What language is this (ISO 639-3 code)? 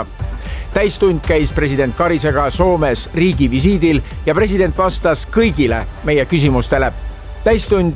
est